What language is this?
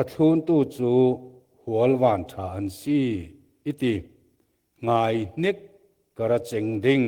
Falam Chin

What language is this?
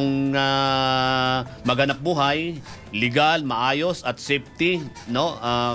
Filipino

